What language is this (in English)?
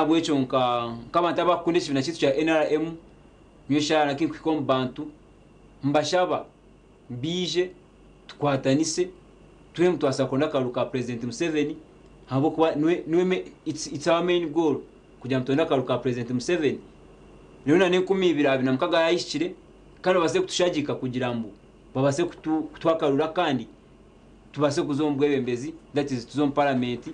Nyankole